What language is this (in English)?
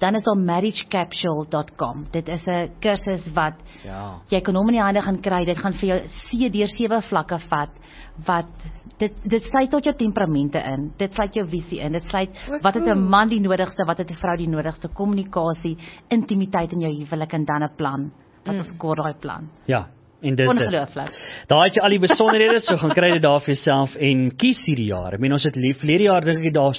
Afrikaans